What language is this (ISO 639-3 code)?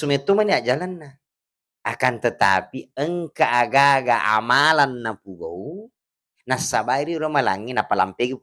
bug